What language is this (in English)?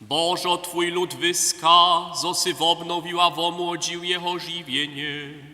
Upper Sorbian